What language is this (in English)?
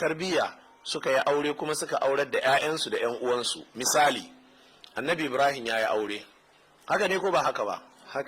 Hausa